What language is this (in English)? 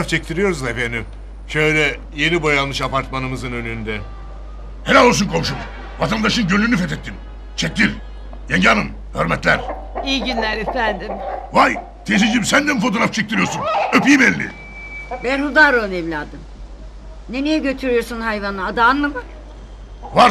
Turkish